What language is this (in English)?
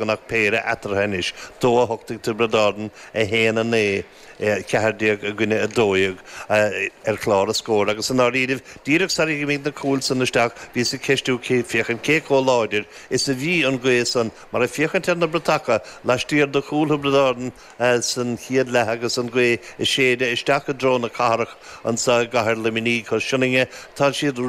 Irish